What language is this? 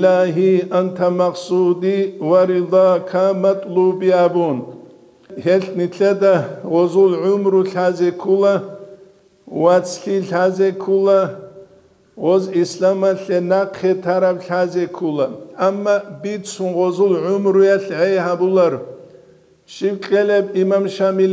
Avaric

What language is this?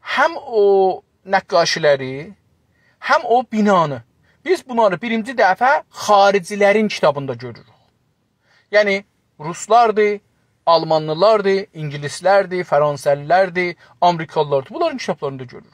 South Azerbaijani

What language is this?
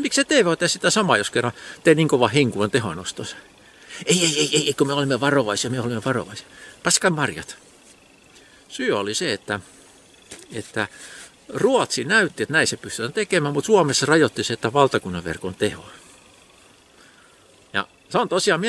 Finnish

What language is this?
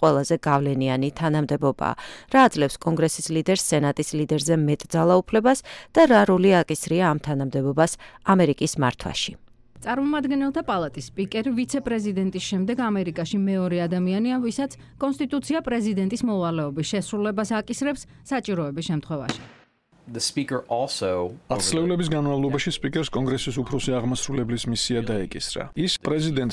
Georgian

